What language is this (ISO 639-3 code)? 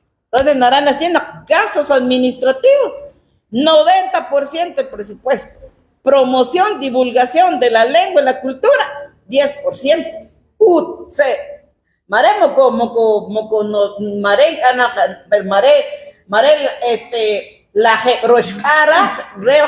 kek